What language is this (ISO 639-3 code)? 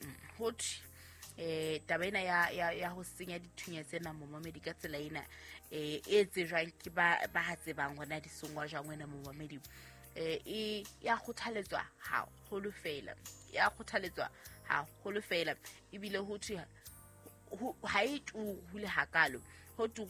sot